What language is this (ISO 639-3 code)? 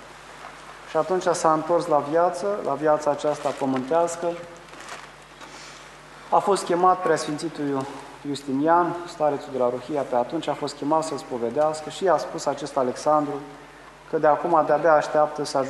ron